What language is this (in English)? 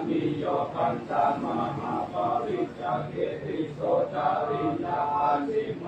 Pali